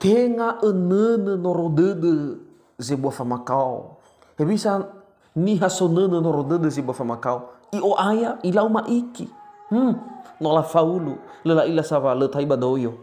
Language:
Nias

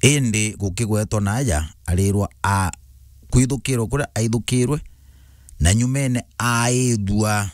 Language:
Meru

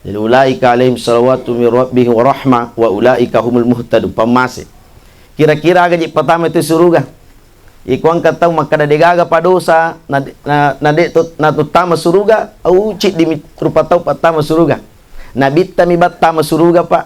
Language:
Buginese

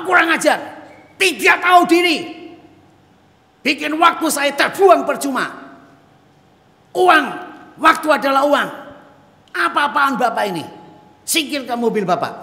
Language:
Indonesian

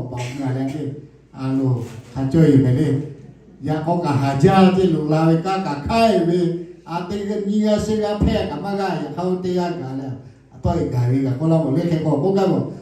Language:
Lahu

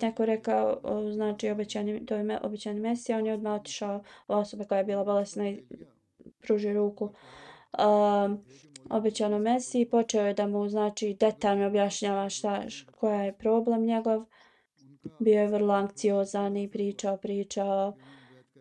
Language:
Bosnian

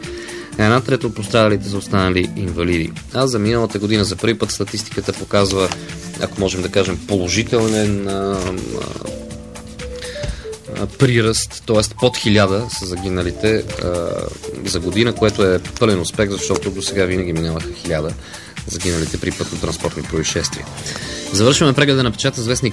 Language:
Bulgarian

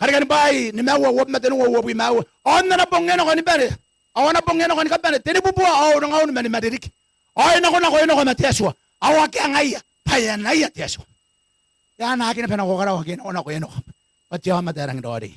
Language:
Gilbertese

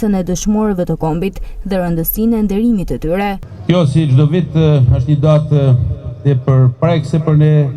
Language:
Albanian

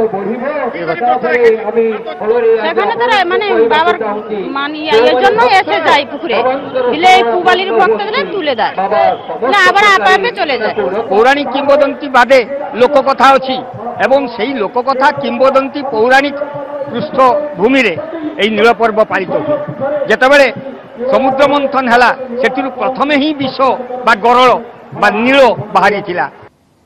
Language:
Odia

